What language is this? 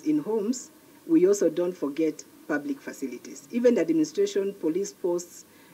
Kamba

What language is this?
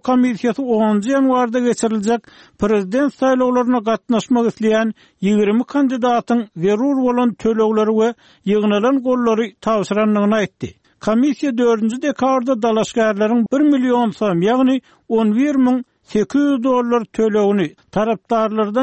Turkmen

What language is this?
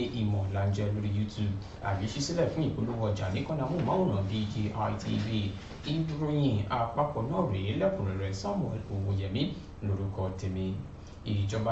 Yoruba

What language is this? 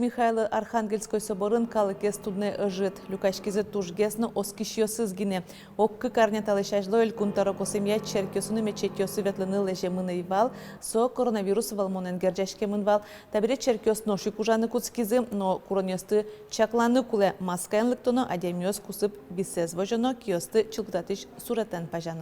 Udmurt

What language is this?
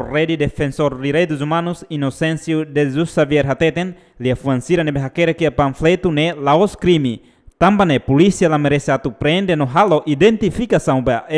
Tetum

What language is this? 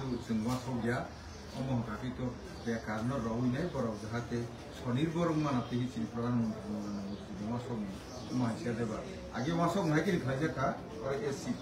Kok Borok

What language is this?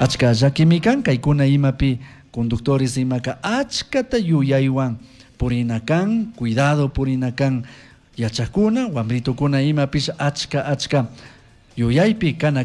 Chimborazo Highland Quichua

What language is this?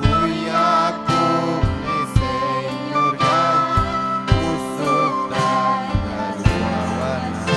Ayacucho Quechua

